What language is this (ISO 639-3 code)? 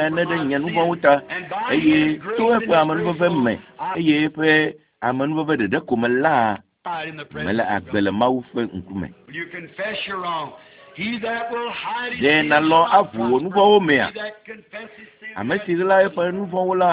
ewe